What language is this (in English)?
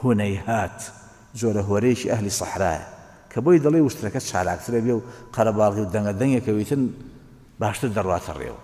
Central Kurdish